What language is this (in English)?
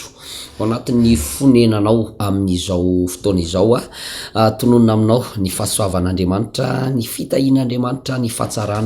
Malagasy